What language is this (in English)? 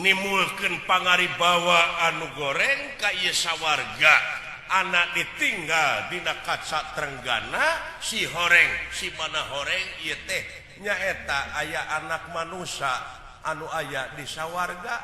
Sundanese